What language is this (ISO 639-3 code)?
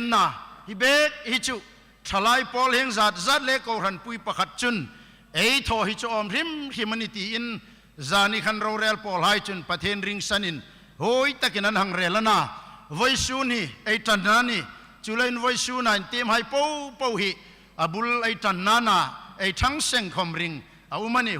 hmr